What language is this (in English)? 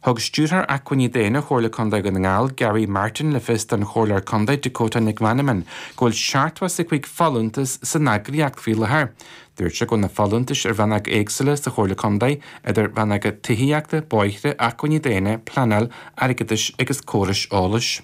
Irish